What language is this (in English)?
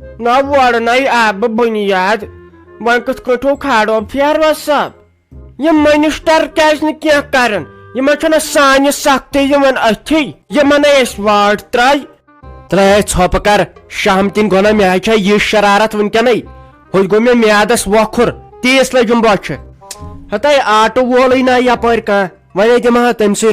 Kashmiri